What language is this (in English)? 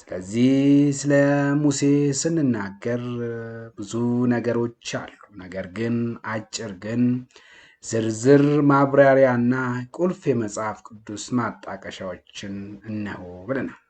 Amharic